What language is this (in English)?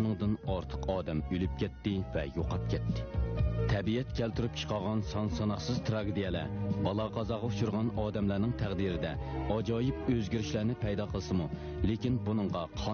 Uyghur